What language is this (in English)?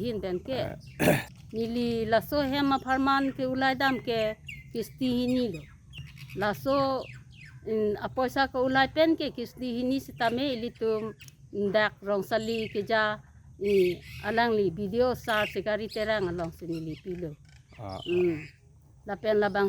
Karbi